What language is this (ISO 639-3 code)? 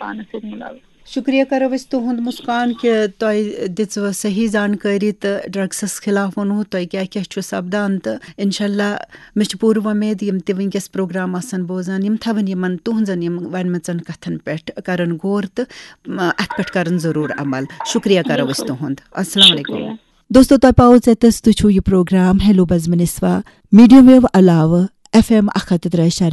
kas